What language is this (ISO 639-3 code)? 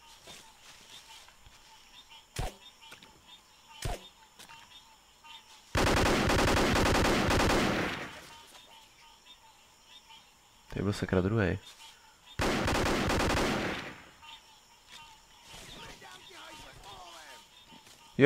ces